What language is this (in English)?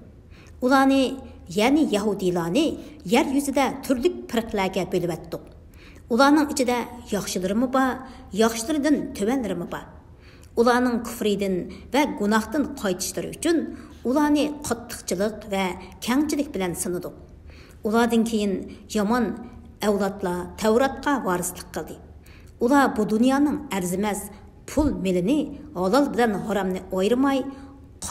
Uyghur